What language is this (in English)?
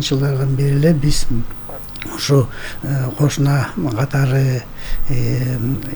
Kyrgyz